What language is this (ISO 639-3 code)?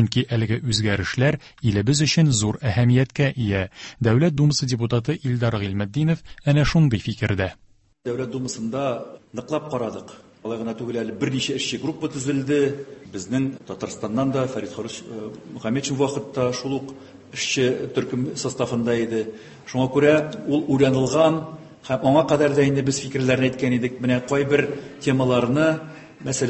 tat